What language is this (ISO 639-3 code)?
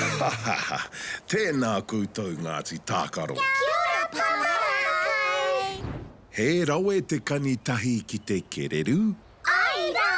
mri